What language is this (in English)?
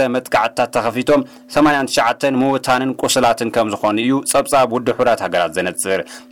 Tigrinya